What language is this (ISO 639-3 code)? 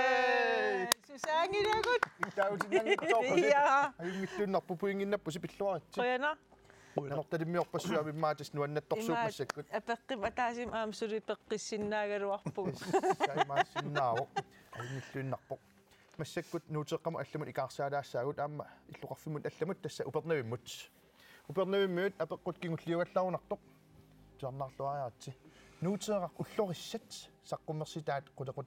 kal